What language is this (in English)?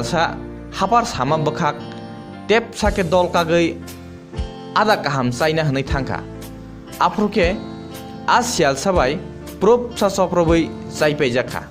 Kok Borok